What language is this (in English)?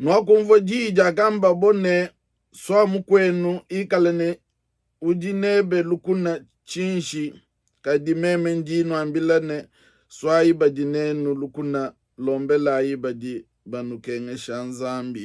Luba-Lulua